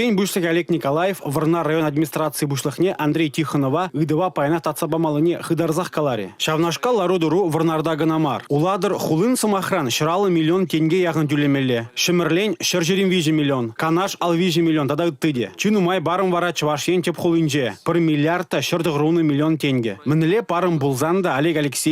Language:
Chuvash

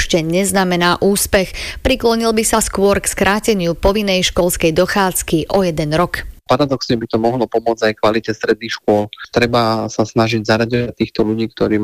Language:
Slovak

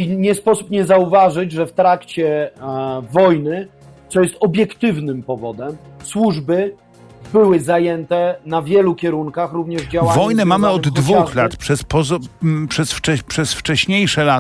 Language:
Polish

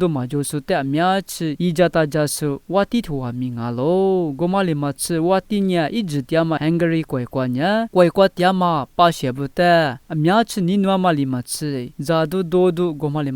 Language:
Lisu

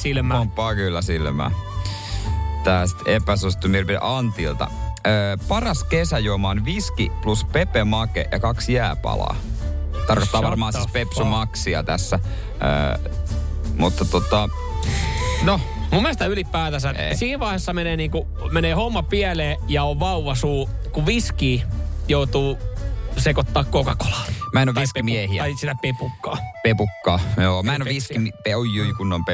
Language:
Finnish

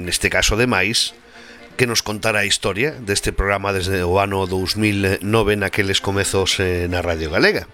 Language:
Galician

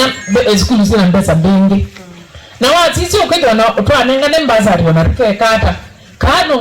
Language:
Kamba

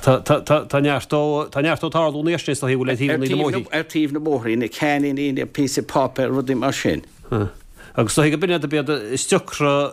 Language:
Irish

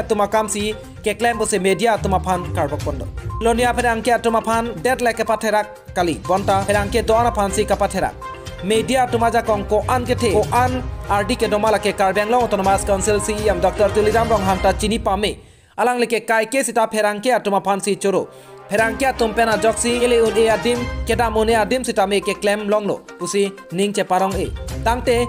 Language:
Karbi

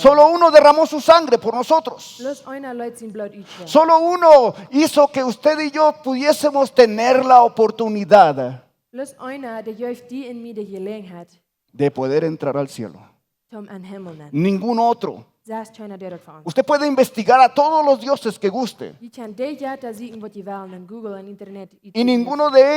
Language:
Plautdietsch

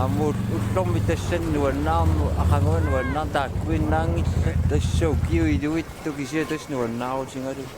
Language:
Kalaallisut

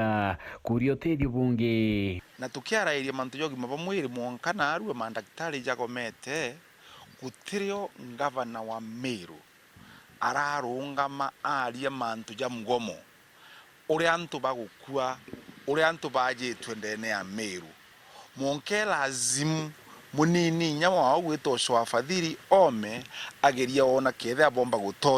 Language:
Meru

